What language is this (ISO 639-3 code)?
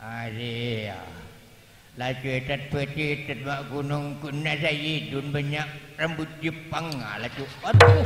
mad